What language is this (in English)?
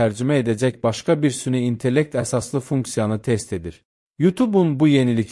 Azerbaijani